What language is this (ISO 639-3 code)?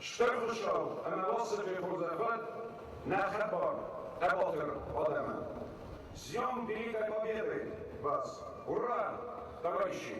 oss